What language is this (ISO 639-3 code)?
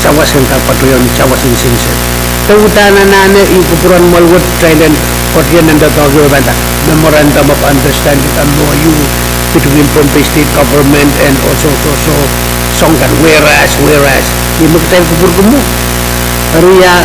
pon